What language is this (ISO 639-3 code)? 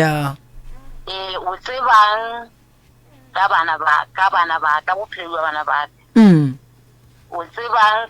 nso